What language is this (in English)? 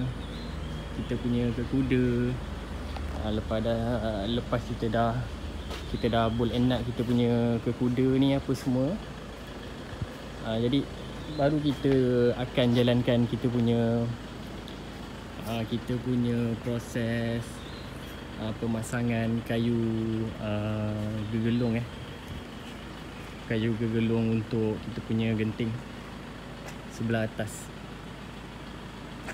Malay